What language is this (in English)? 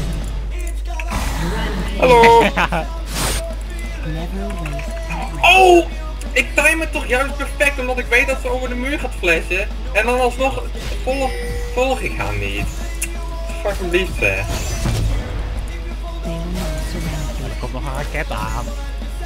Dutch